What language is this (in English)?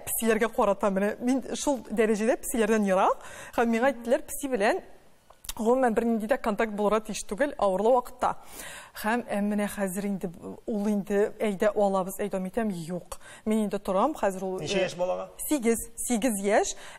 Tatar